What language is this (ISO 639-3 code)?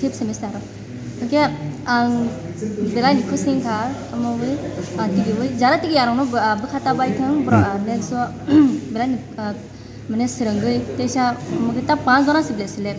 trp